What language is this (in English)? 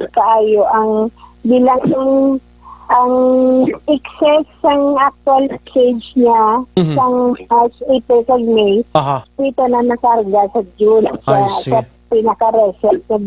Hiligaynon